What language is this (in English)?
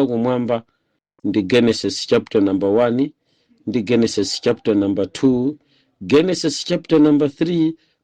Nyanja